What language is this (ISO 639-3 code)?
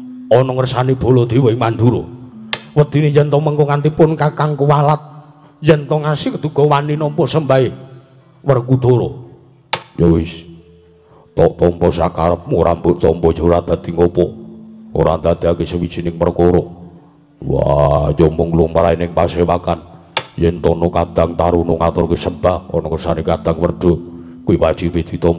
jav